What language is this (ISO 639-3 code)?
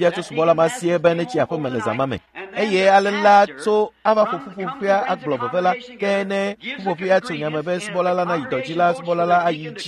ewe